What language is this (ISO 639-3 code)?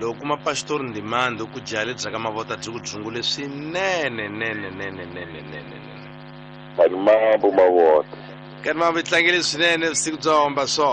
tso